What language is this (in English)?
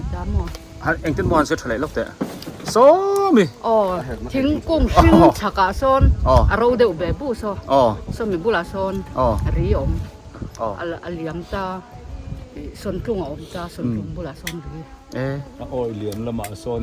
Biete